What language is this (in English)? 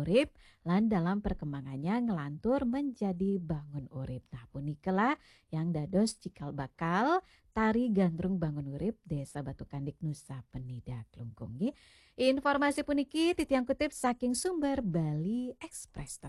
Balinese